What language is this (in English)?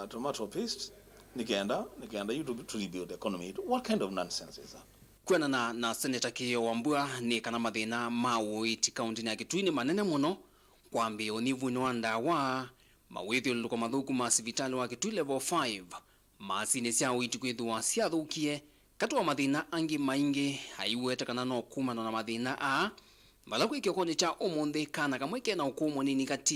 Kamba